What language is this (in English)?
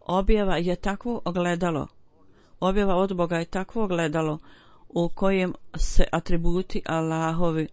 Bosnian